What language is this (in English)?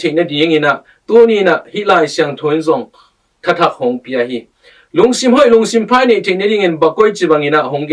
Tedim Chin